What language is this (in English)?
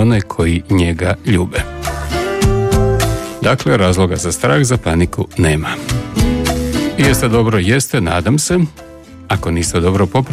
Croatian